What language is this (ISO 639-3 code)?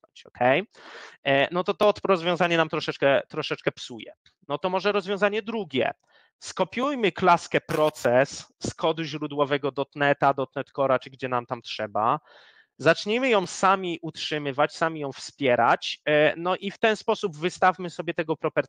pol